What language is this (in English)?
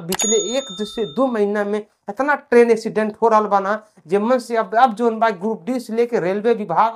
Bhojpuri